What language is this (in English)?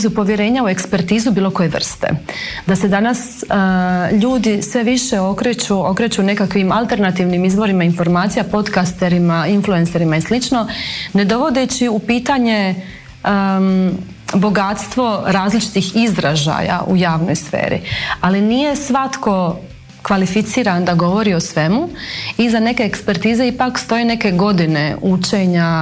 Croatian